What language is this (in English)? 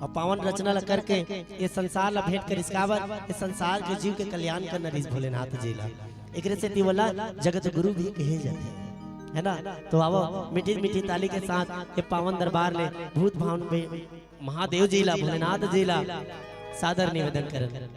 Chhattisgarhi